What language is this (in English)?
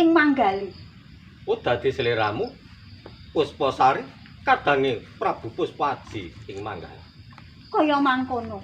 Javanese